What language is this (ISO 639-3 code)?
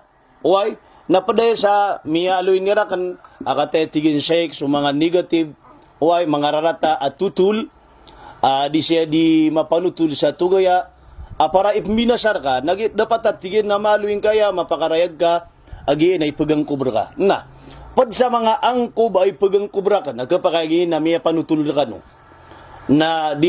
mrw